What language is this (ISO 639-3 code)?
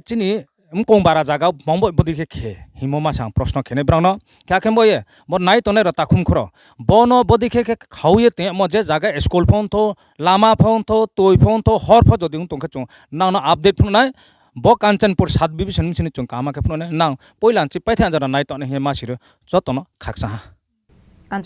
trp